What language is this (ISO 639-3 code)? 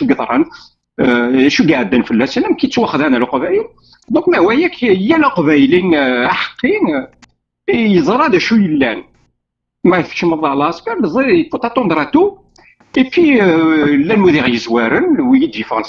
kab